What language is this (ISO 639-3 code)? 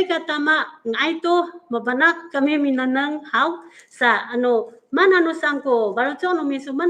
ami